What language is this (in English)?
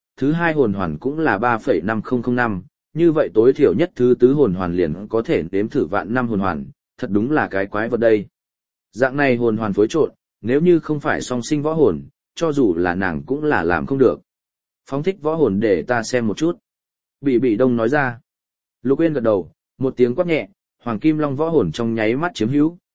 Vietnamese